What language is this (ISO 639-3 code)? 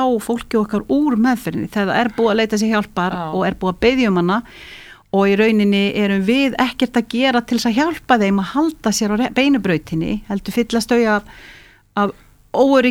isl